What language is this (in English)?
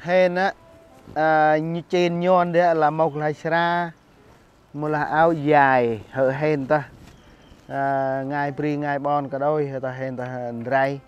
Central Mnong